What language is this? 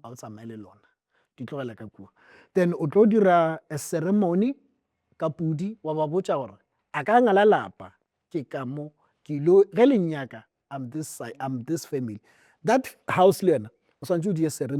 Northern Sotho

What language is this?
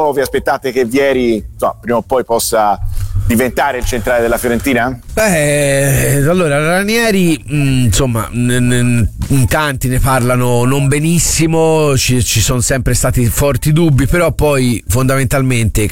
Italian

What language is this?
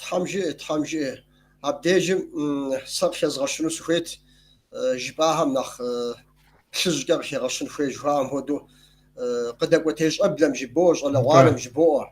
Kabardian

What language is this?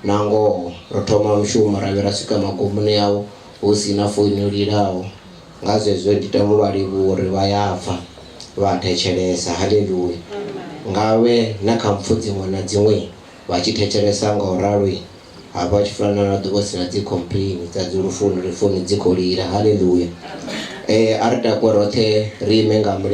Venda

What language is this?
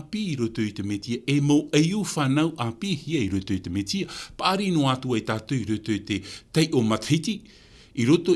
Tahitian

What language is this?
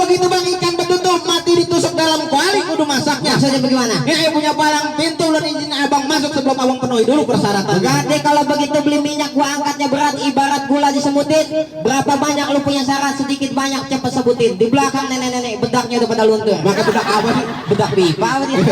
Betawi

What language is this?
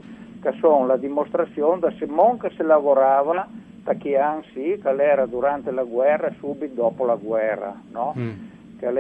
Friulian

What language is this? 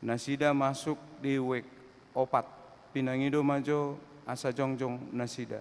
Batak Toba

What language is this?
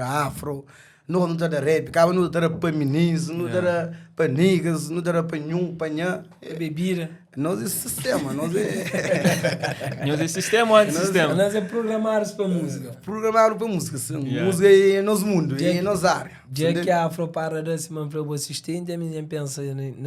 Kabuverdianu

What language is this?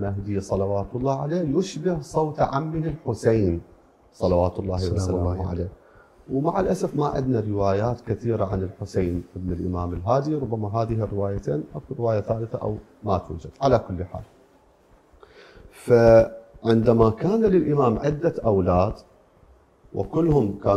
Arabic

